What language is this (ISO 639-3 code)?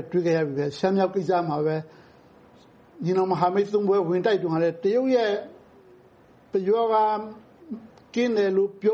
mya